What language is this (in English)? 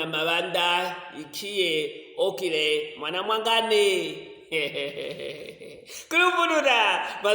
Luvale